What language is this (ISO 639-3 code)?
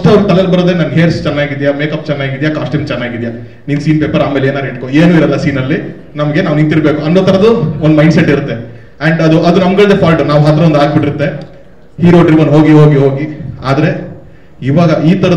kan